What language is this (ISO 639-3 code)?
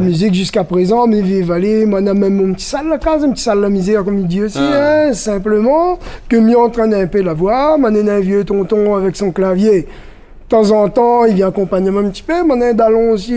rcf